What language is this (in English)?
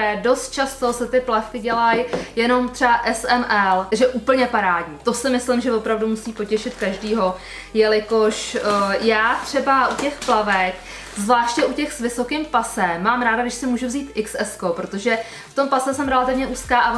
Czech